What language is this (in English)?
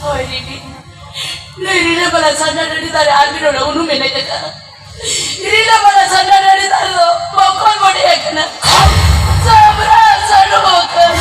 Santali